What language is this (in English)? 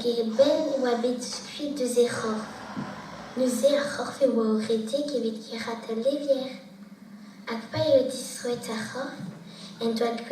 Breton